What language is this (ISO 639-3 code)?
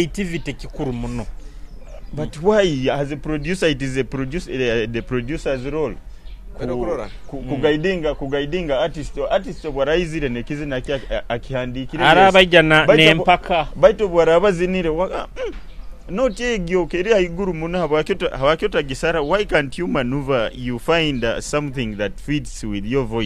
nyo